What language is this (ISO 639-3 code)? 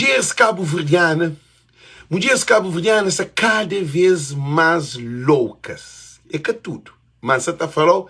kea